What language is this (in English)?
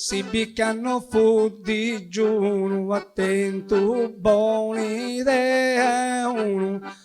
Sardinian